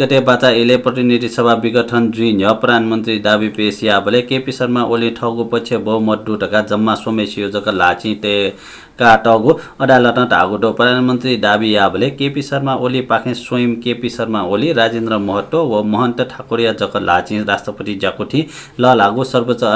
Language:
Newari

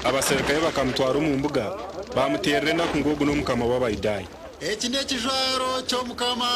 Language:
Nyankole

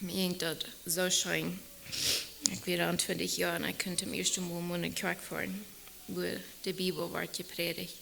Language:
Plautdietsch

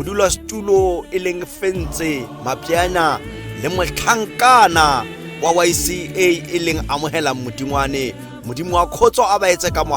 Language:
Tswana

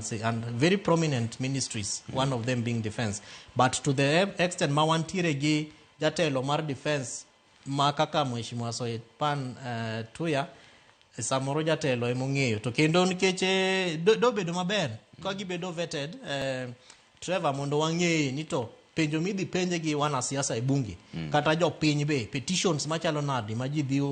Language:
Luo (Kenya and Tanzania)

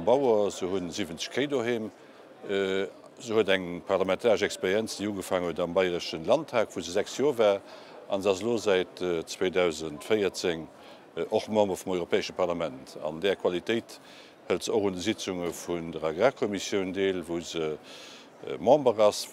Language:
Luxembourgish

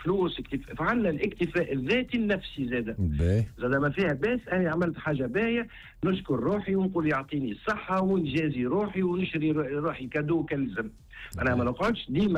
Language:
Tunisian Arabic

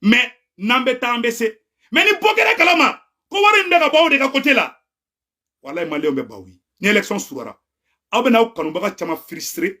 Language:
Bambara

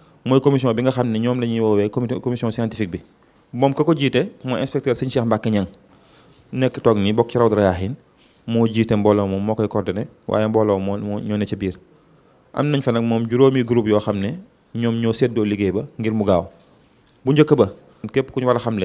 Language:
Wolof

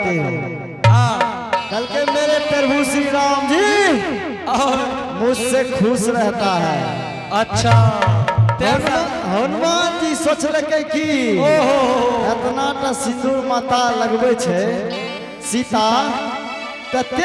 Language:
Angika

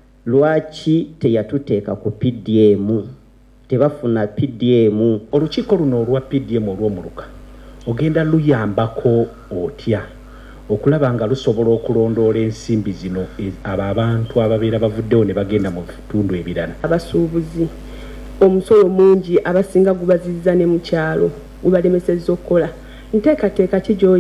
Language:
Ganda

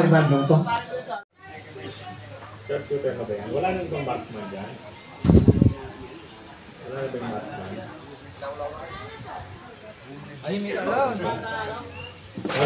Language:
Filipino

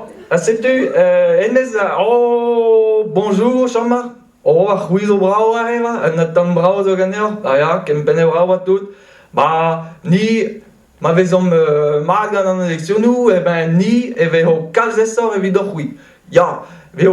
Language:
Breton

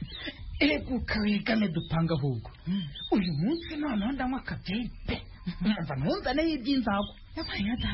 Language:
Kinyarwanda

